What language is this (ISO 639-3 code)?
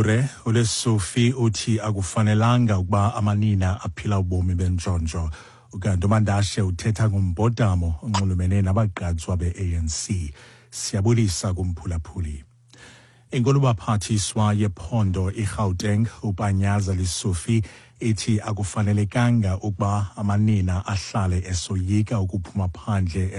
xho